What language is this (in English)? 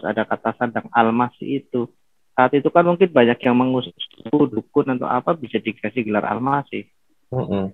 Indonesian